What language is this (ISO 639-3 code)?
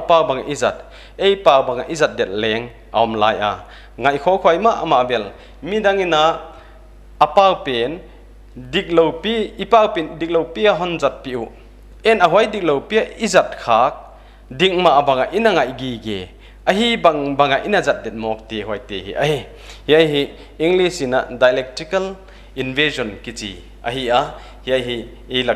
pck